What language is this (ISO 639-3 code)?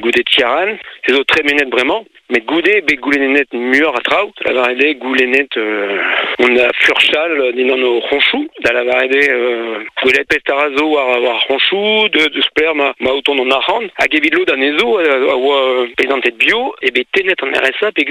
bre